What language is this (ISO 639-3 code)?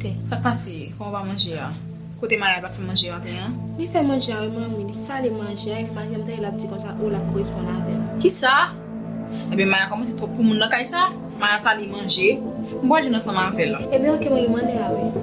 hat